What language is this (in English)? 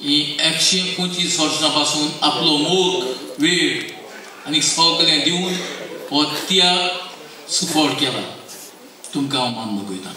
Konkani